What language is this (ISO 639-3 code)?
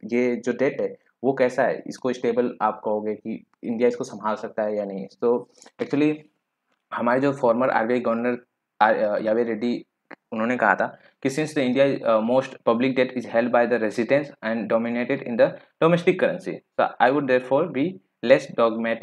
hin